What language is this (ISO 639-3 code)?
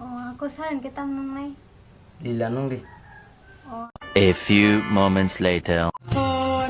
trp